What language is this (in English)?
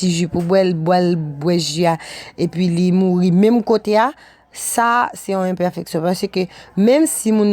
Haitian Creole